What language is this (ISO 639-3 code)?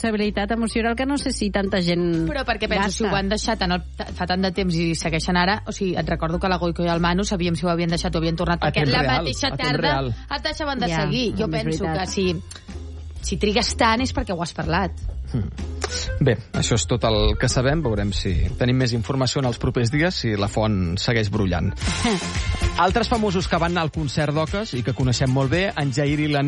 cat